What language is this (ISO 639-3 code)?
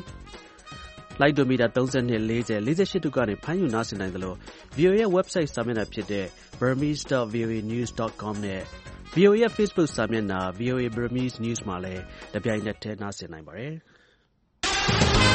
mya